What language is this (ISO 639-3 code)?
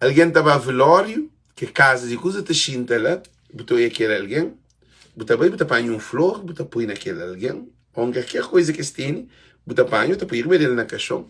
kea